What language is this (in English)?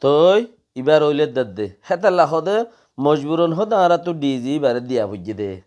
Rohingya